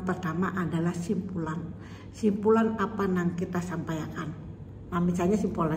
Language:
Banjar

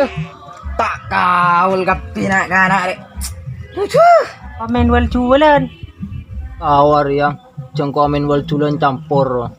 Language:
Madurese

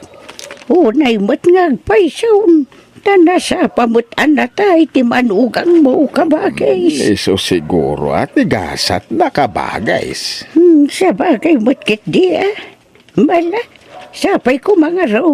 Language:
Iloko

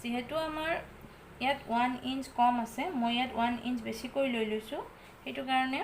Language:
Assamese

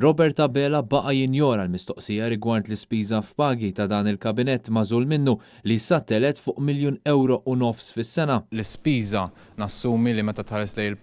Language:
Maltese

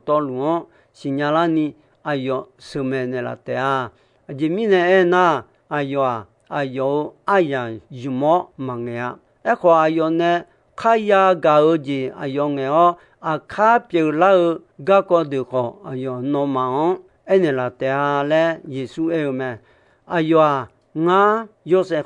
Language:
Akha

